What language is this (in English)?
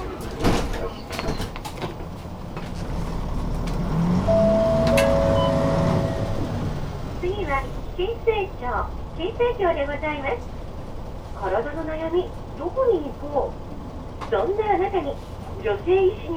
Japanese